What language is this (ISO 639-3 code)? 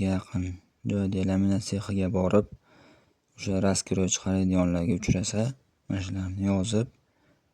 uzb